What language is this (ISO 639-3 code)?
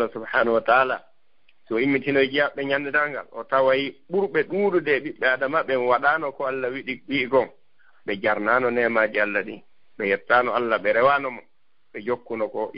ful